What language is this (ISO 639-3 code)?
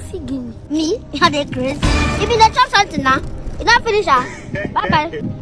pcm